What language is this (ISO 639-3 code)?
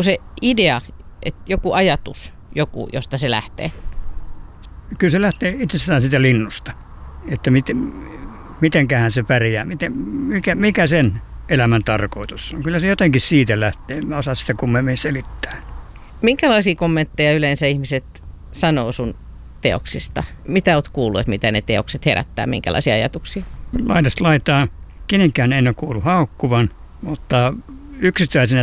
fin